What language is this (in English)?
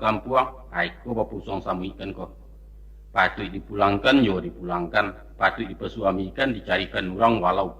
Minangkabau